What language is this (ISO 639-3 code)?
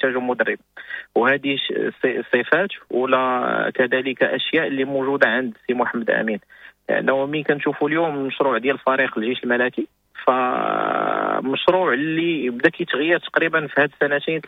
ary